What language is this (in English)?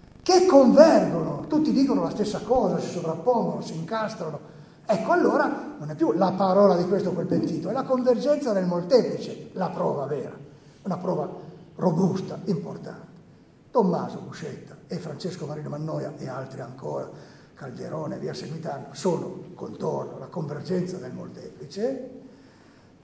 Italian